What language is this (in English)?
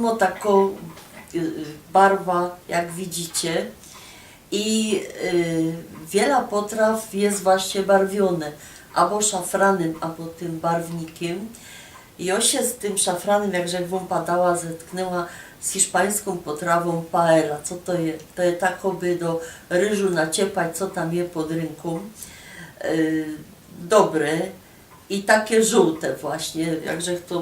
Silesian